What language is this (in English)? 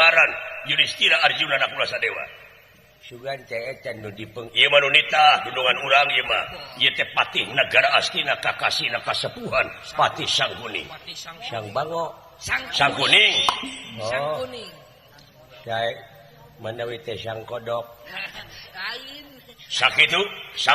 Sundanese